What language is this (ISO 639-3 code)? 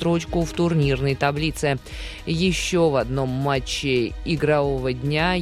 rus